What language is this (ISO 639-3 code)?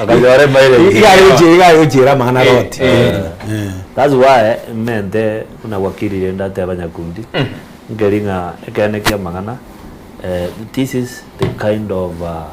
guz